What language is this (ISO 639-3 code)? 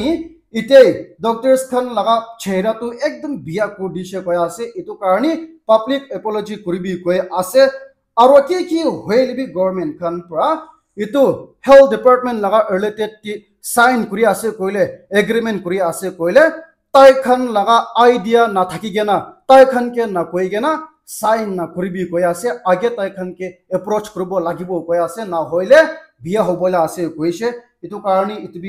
nag